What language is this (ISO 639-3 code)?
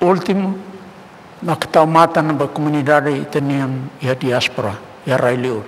tet